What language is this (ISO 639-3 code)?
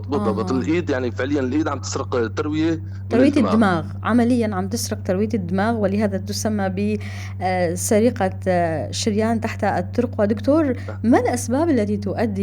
apc